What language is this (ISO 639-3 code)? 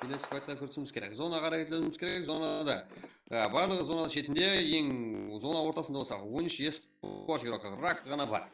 kaa